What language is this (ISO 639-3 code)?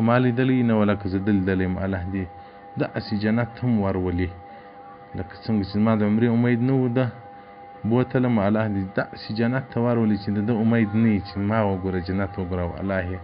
pus